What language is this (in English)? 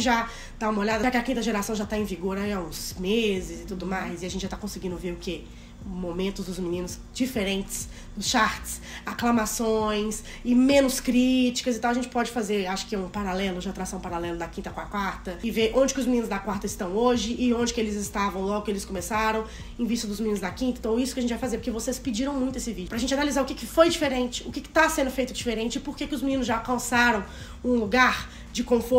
Portuguese